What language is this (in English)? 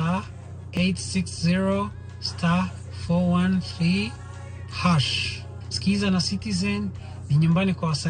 Luo (Kenya and Tanzania)